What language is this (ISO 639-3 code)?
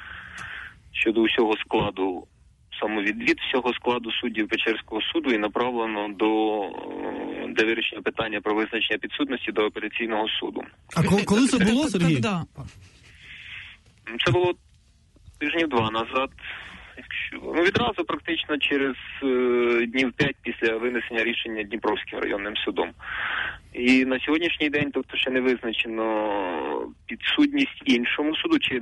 ukr